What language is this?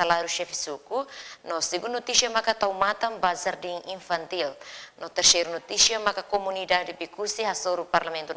Tetum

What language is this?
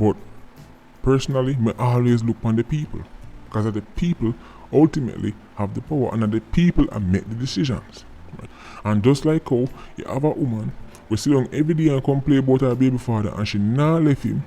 Jamaican Creole English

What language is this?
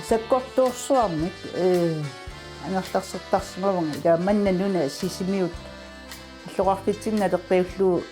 Kalaallisut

